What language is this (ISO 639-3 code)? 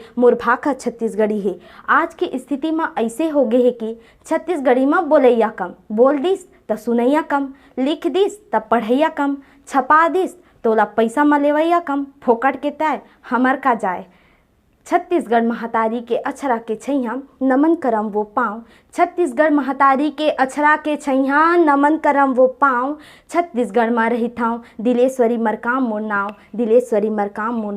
hne